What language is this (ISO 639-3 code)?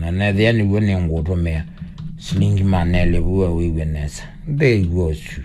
kam